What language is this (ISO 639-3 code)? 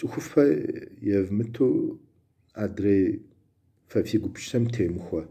kbd